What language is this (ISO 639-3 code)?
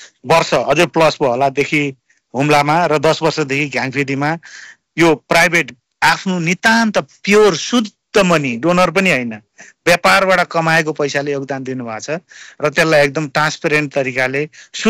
nep